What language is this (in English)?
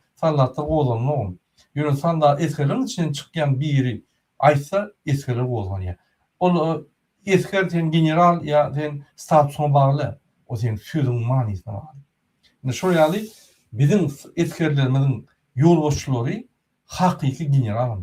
Turkmen